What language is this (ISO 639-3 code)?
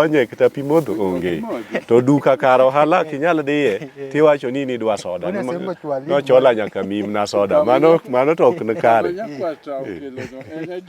luo